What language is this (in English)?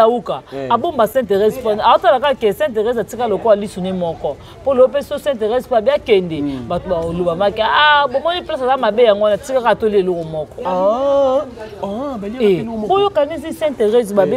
Lingala